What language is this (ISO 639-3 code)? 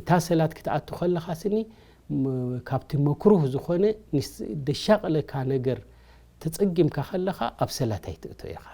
tir